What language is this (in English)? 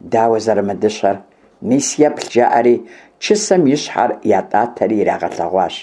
Kabardian